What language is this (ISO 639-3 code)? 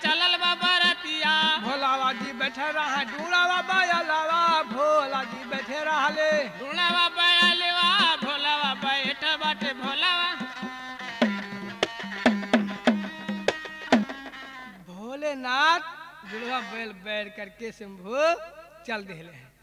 bho